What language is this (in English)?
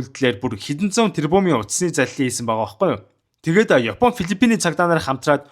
Mongolian